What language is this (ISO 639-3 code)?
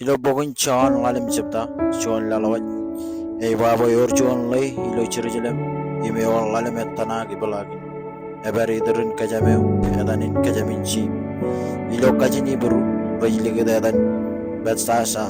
mah